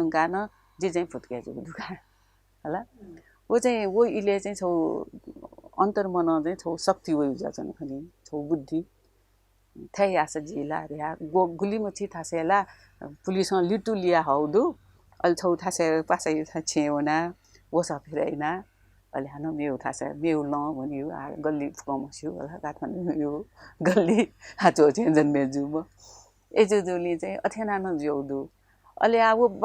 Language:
Newari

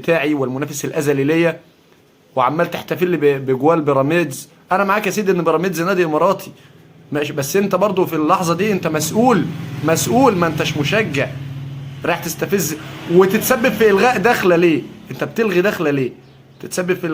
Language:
Egyptian Arabic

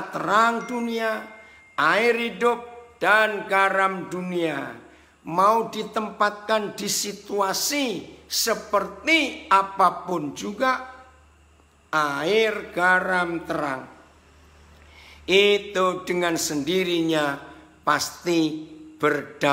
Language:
Indonesian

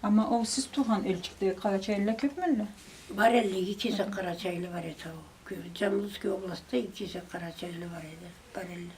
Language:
Karachay-Balkar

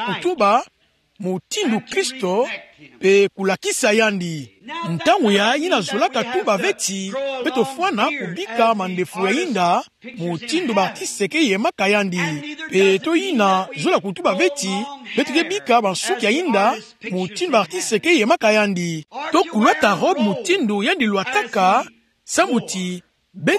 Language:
Kituba (Democratic Republic of Congo)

